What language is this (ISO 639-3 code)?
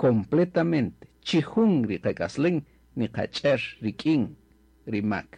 cak